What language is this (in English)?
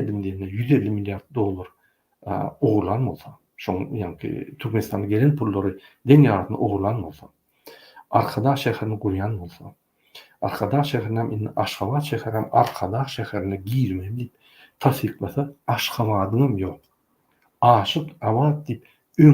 Turkmen